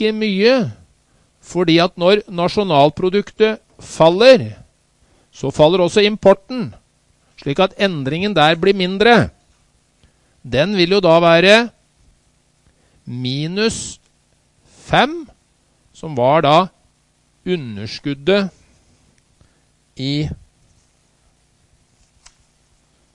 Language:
Norwegian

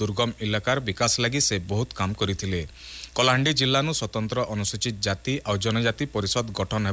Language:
Odia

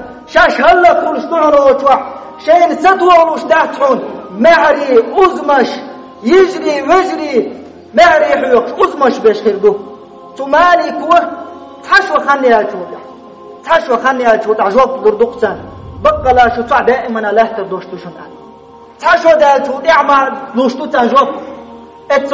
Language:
Chechen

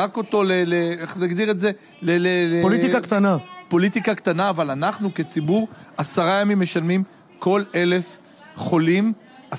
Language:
Hebrew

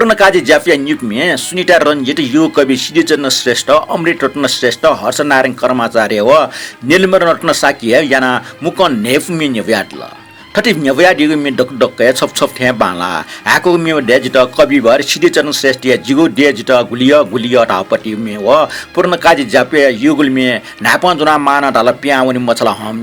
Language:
Newari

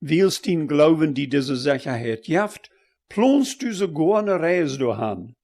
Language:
Plautdietsch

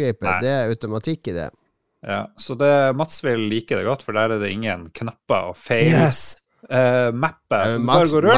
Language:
Norwegian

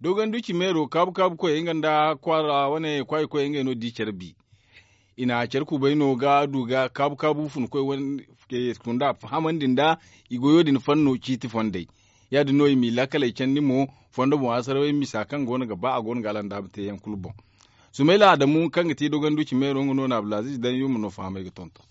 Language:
Zarma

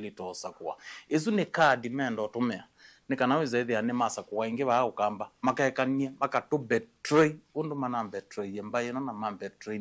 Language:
Kamba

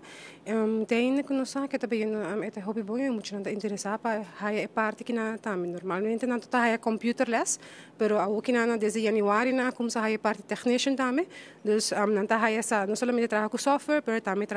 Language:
Papiamento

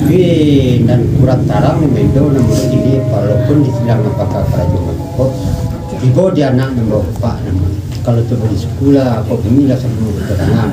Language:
Minangkabau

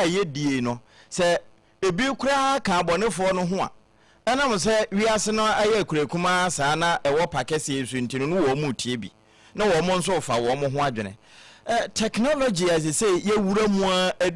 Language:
Akan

